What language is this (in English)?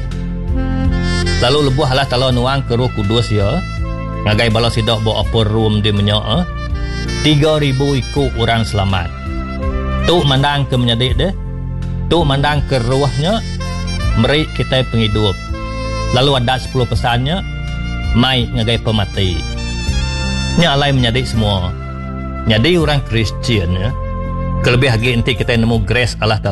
Iban